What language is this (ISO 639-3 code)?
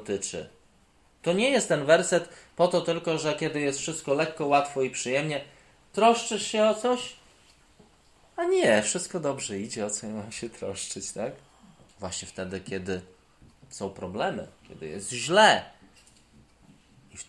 pol